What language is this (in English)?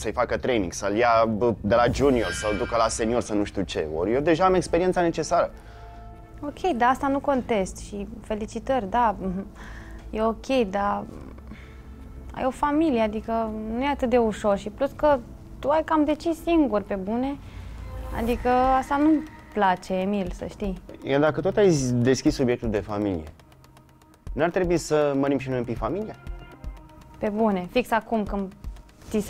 Romanian